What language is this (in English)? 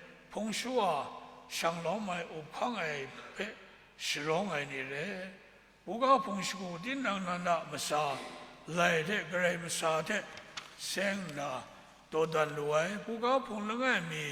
Kachin